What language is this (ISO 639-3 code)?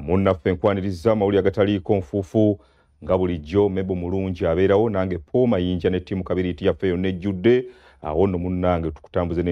lug